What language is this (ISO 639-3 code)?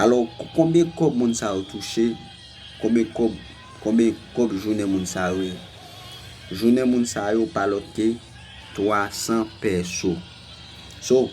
hat